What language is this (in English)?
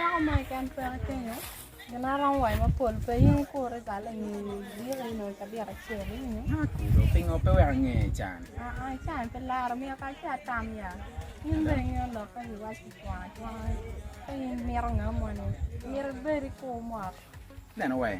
Acoli